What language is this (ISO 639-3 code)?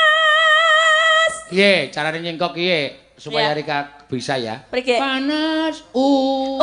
jav